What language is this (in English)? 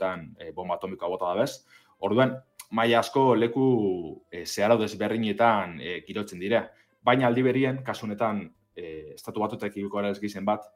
Basque